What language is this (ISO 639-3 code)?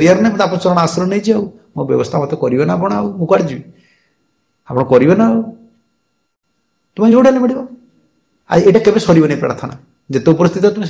ori